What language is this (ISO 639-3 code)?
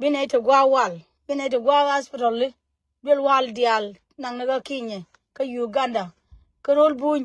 nus